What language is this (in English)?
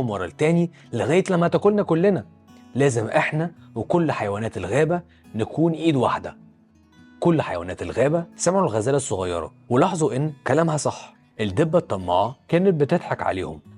Egyptian Arabic